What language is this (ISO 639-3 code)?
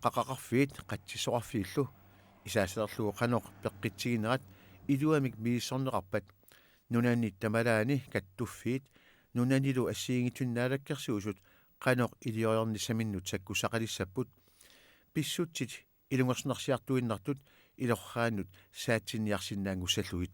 kal